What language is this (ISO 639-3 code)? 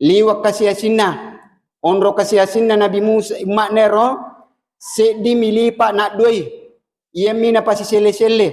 bug